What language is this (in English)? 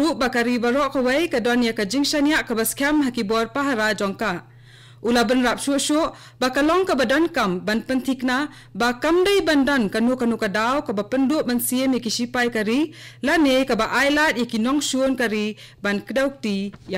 Khasi